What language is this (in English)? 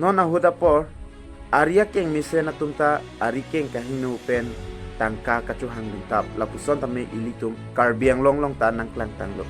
Karbi